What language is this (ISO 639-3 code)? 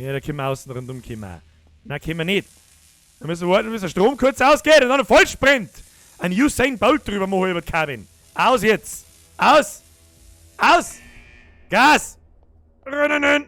bar